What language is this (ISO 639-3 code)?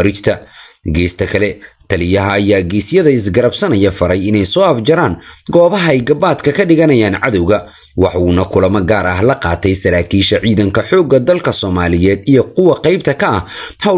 som